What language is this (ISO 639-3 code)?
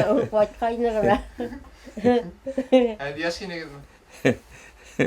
bak